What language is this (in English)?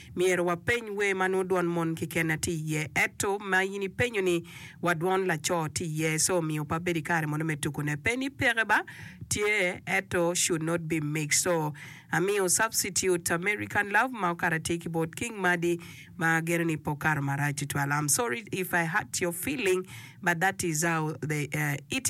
Acoli